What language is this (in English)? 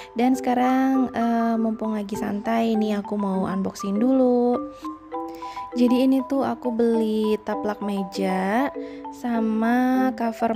Indonesian